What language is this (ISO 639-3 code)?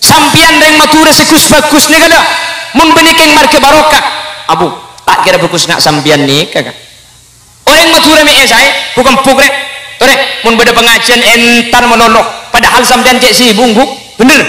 mad